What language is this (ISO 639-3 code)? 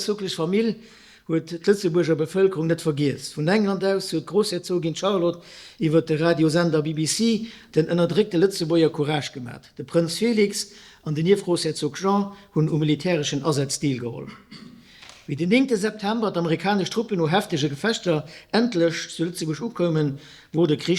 ltz